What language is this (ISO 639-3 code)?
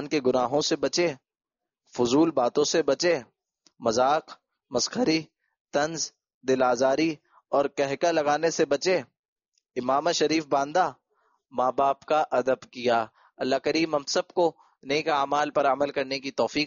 urd